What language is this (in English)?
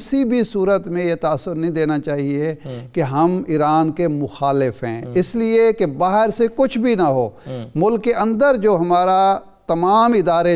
Urdu